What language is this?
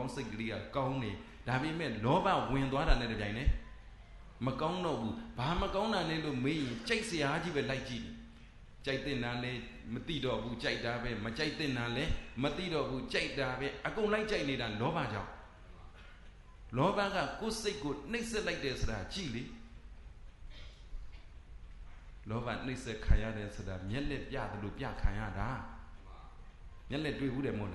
Burmese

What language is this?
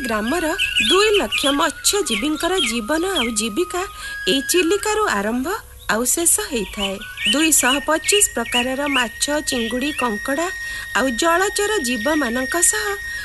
Odia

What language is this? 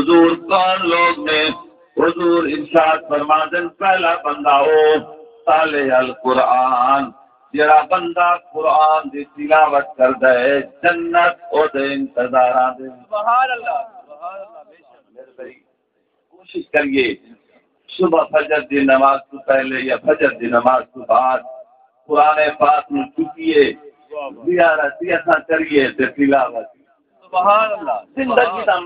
Saraiki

